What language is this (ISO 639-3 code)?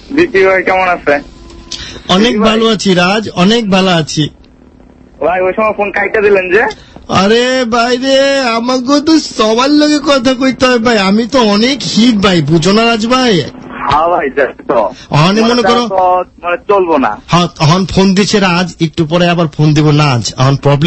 ben